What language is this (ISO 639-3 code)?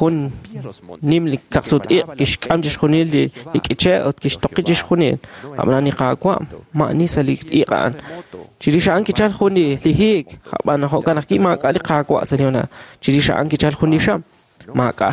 kek